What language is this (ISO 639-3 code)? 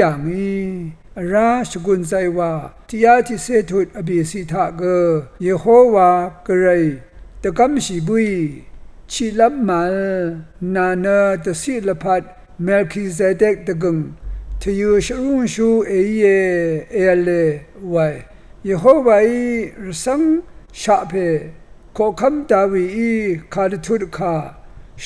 raw